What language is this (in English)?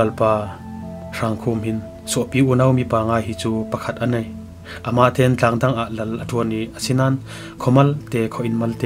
Falam Chin